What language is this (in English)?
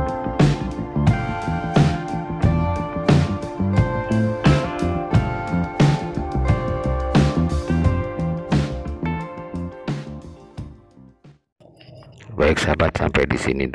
Indonesian